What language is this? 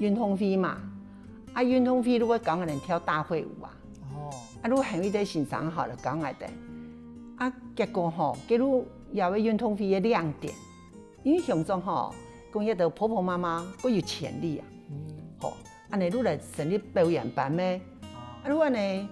Hakka Chinese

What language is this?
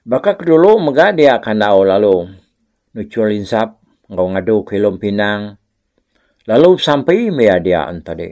Iban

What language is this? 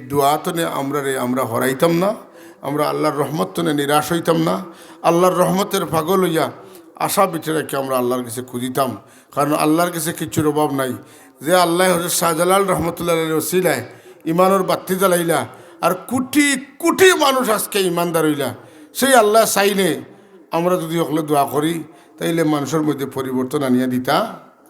Sylheti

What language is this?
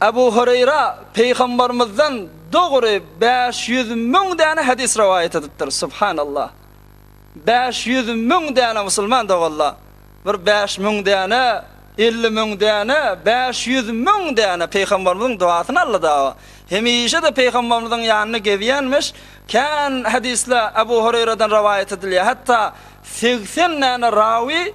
Turkmen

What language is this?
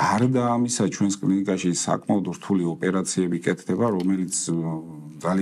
Georgian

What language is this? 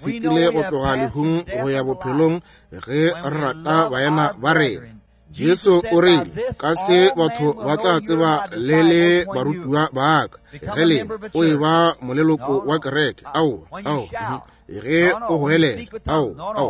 Northern Sotho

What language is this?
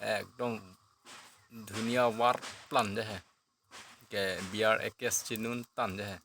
Karbi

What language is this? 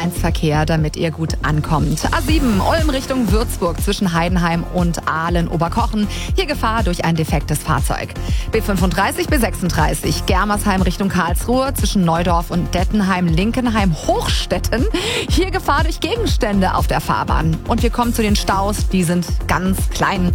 German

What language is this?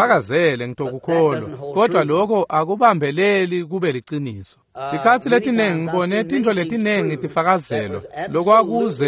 Swati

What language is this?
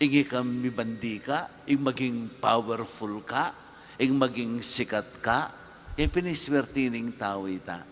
Pampanga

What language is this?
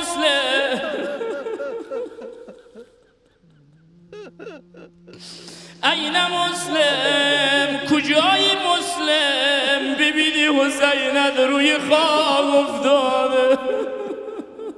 Persian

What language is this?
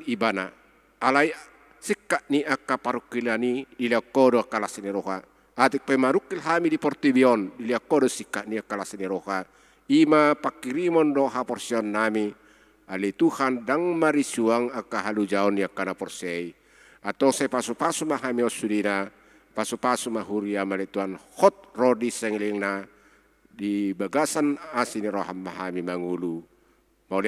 Batak Toba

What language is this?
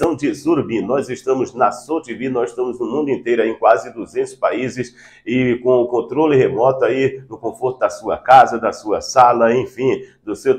Portuguese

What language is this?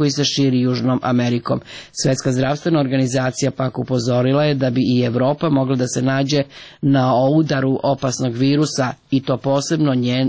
Serbian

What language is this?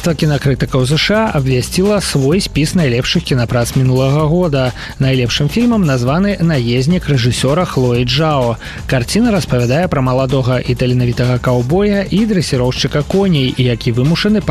Belarusian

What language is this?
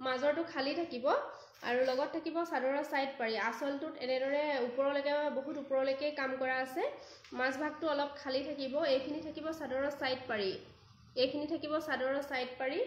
Assamese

